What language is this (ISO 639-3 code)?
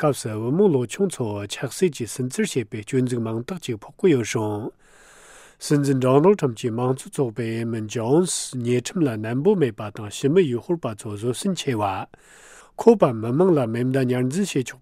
bod